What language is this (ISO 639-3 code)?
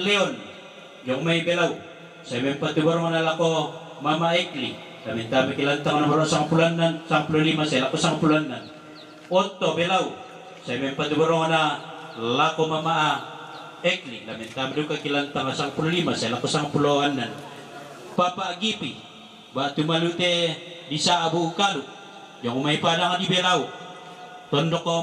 sda